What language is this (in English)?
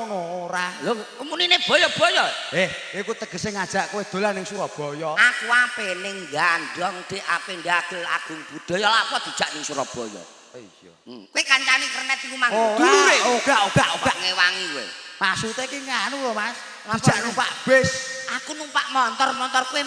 Javanese